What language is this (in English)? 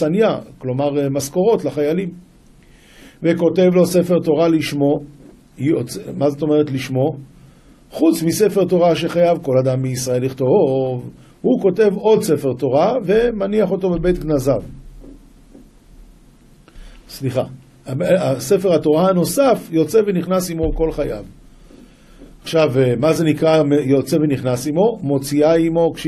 Hebrew